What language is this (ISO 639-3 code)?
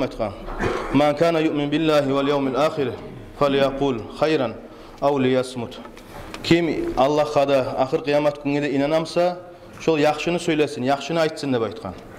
kum